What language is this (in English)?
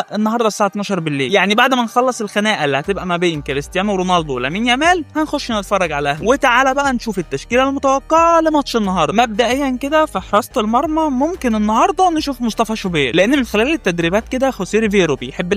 Egyptian Arabic